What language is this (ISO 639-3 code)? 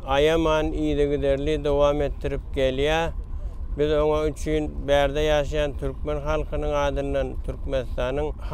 tuk